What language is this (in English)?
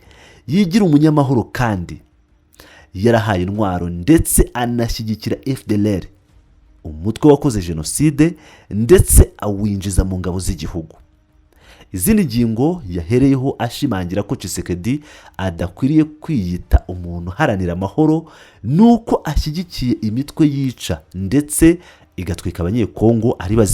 Kinyarwanda